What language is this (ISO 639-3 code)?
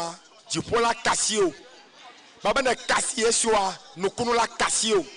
ewe